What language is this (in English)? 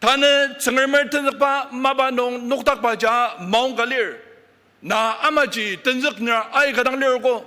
Ao Naga